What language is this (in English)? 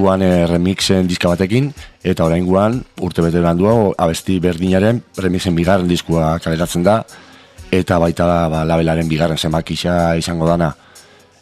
Basque